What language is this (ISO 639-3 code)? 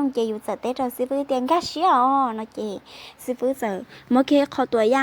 hmn